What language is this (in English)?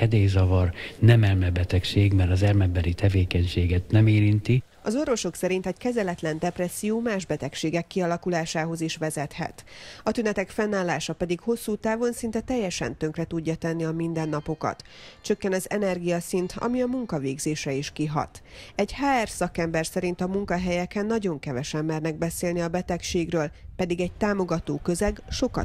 Hungarian